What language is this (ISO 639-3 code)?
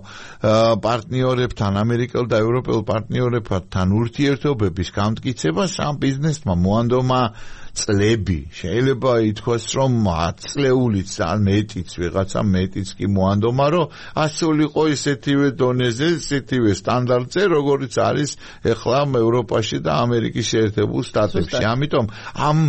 kat